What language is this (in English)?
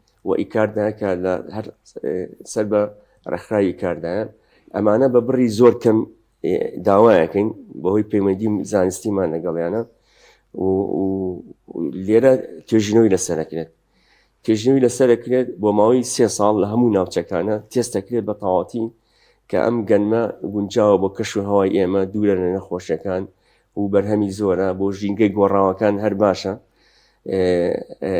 Central Kurdish